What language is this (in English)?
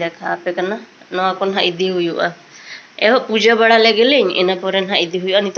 Santali